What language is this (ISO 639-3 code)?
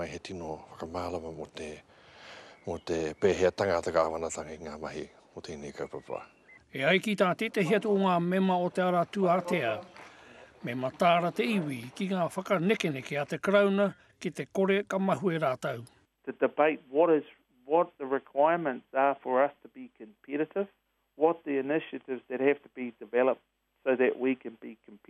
mri